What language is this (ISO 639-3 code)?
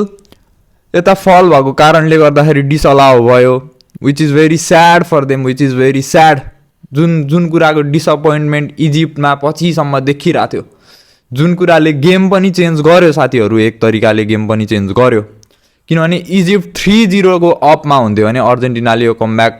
nep